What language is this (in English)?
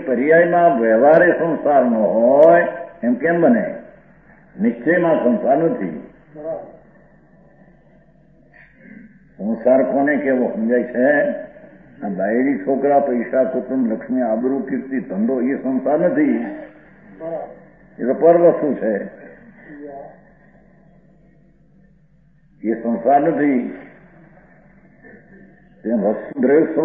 Gujarati